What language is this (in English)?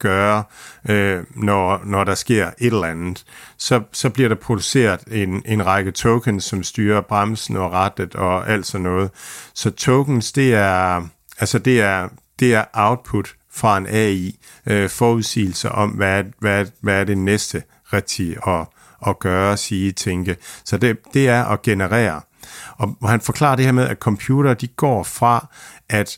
Danish